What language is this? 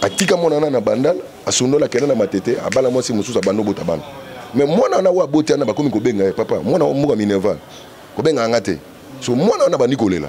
Lingala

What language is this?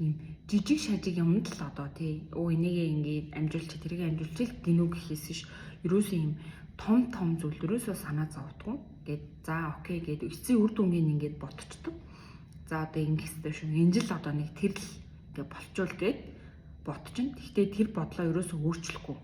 Mongolian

